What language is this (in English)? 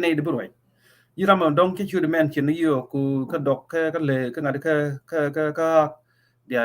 Nuer